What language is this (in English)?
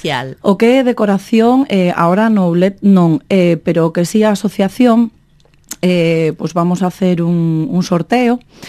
Galician